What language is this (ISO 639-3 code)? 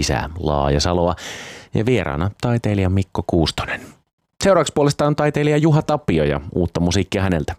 fin